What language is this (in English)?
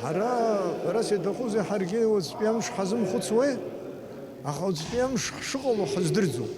Abkhazian